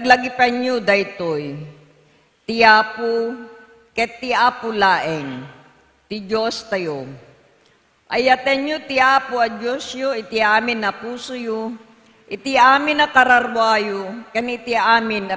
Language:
Iloko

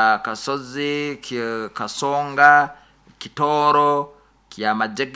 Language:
Nyoro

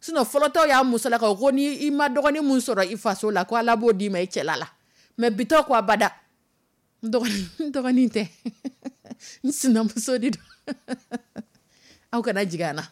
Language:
Dyula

